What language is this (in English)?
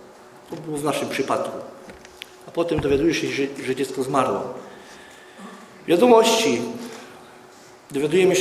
Polish